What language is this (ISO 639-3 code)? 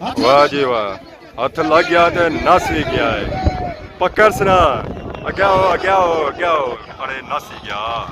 phr